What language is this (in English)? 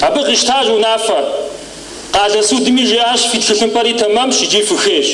Kabardian